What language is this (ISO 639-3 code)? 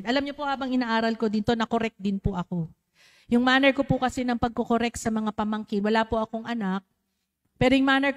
fil